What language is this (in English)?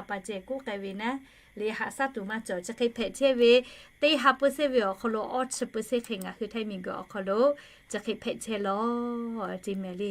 Lahu